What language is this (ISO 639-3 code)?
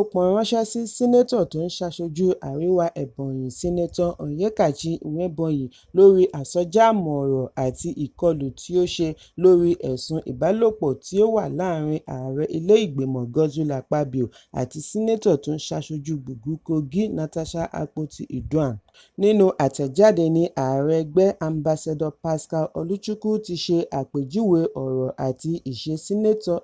yor